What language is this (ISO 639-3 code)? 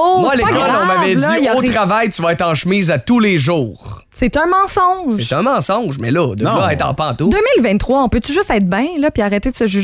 fra